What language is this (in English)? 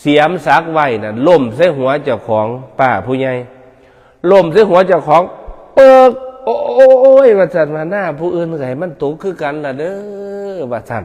Northeastern Thai